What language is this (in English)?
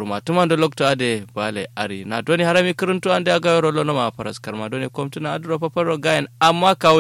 Kanuri